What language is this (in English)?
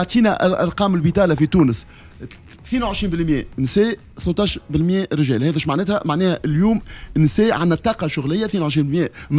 Tunisian Arabic